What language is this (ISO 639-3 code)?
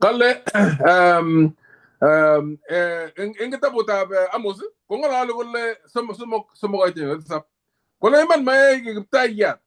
kln